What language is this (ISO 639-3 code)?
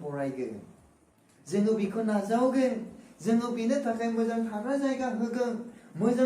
brx